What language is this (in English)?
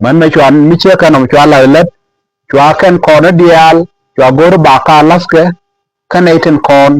Nuer